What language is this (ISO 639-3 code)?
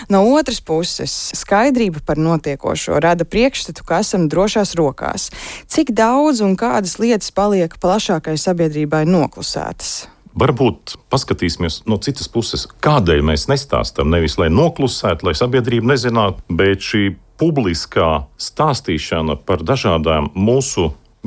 lav